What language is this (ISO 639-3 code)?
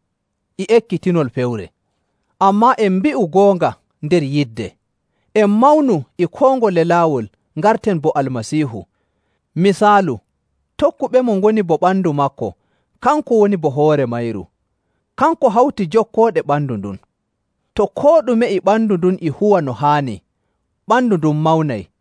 fuv